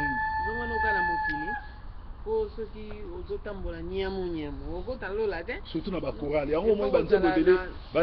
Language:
Lingala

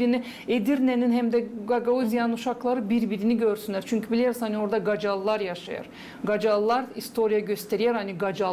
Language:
Gagauz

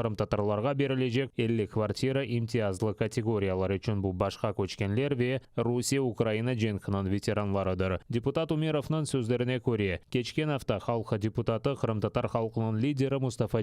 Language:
Crimean Tatar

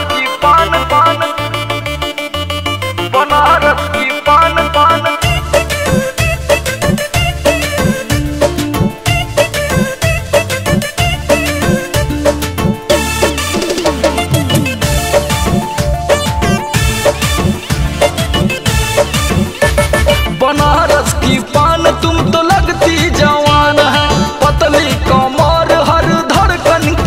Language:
Bhojpuri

